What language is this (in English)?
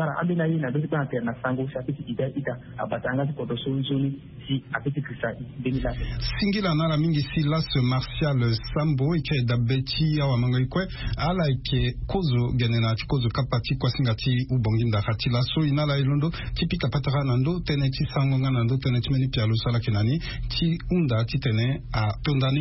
Sango